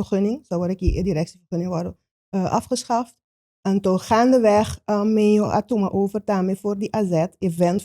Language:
Papiamento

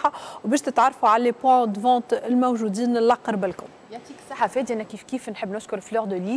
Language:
Tunisian Arabic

